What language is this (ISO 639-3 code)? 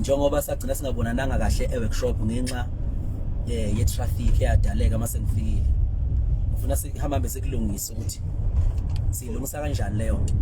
zul